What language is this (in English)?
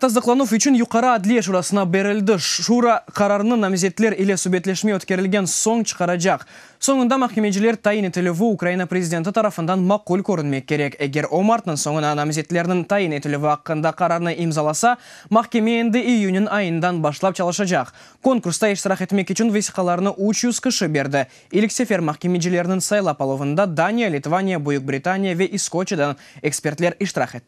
Crimean Tatar